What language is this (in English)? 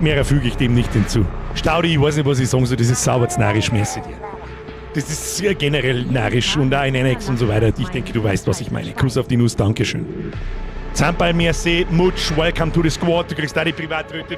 Bavarian